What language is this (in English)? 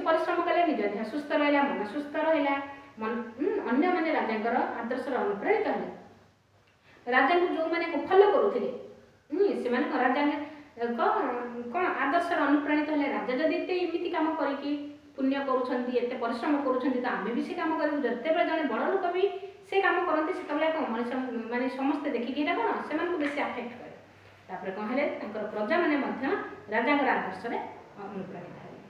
Odia